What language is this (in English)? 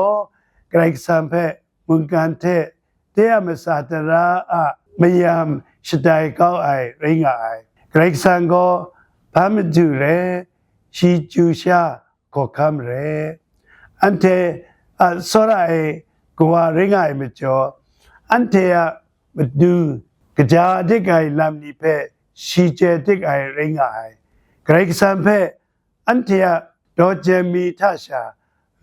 Kachin